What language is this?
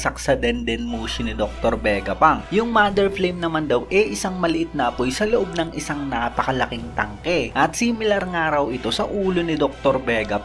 Filipino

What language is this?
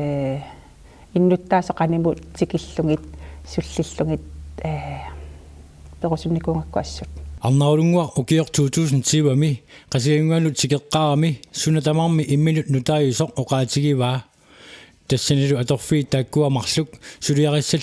Kalaallisut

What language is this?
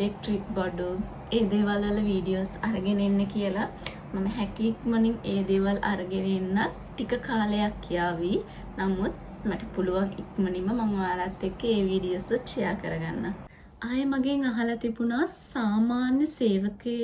Sinhala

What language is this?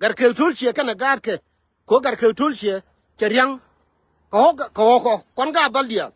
Nuer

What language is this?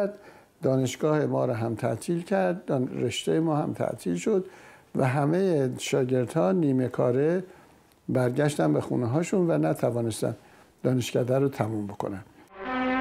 Persian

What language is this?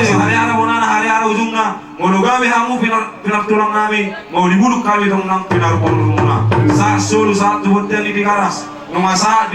Batak Toba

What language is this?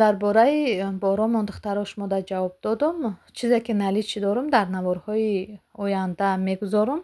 Tajik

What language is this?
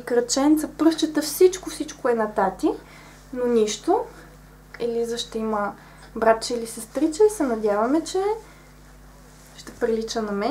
Bulgarian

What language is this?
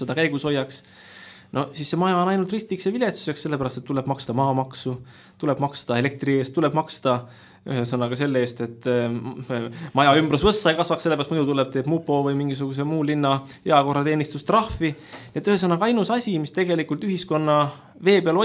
Estonian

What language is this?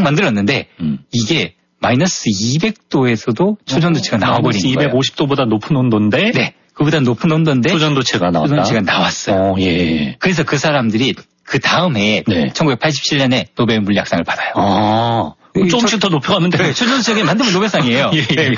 Korean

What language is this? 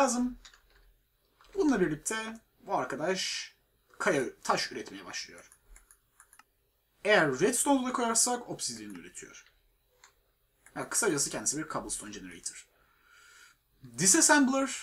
Turkish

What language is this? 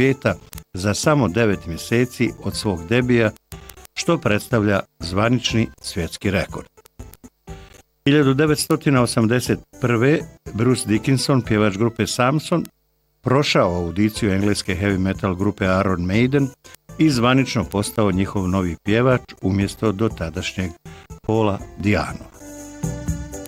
Bosnian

